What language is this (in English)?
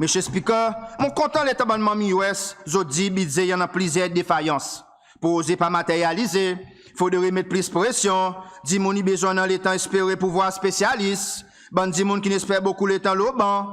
Seselwa Creole French